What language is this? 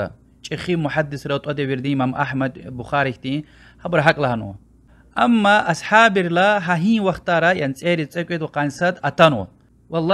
Lezghian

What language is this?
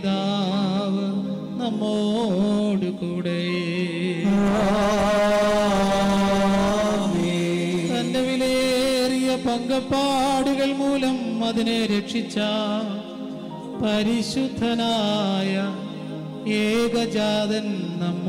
Malayalam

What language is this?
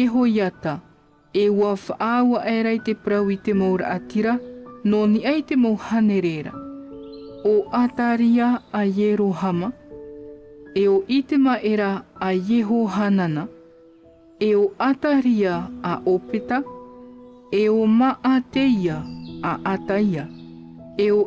Tahitian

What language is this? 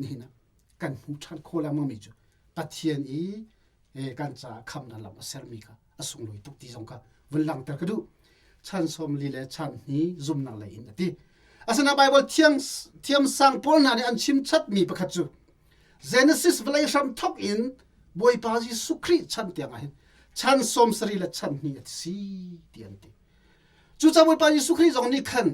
Hakha Chin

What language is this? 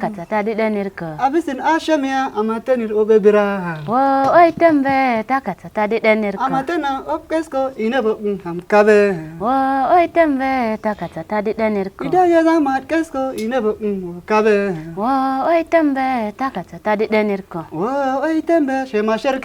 Kafa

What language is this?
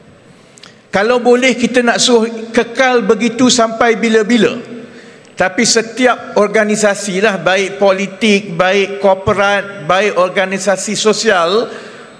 Malay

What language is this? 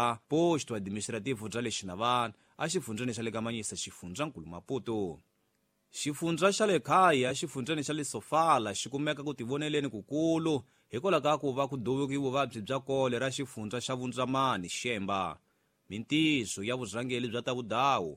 Tsonga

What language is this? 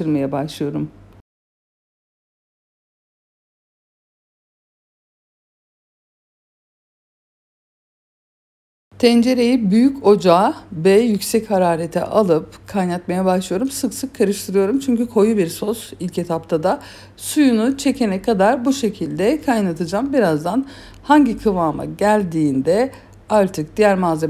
Turkish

